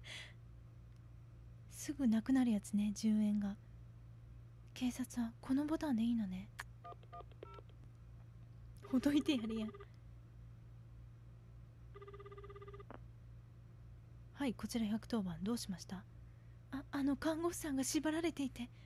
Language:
Japanese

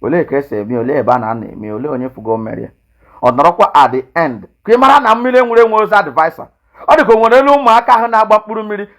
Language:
Igbo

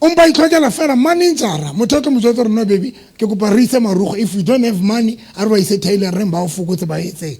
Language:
Southern Sotho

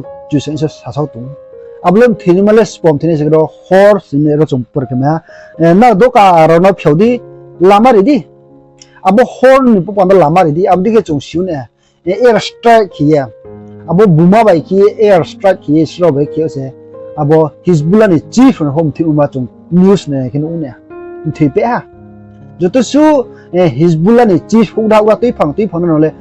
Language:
Riang (India)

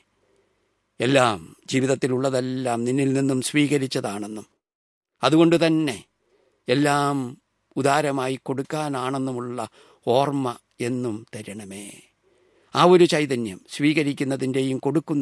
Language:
Malayalam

